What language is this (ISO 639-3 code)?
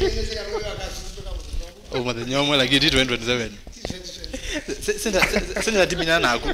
kam